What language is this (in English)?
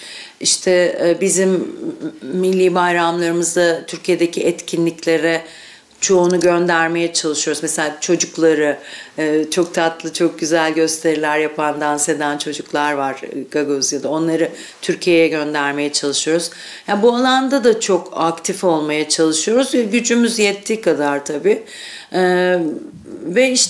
Gagauz